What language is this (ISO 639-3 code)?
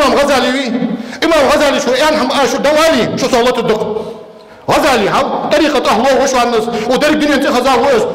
inh